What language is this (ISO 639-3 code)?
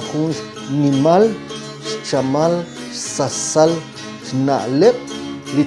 kek